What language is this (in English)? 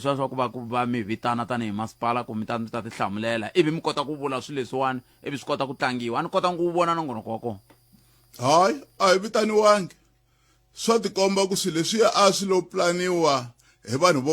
Tsonga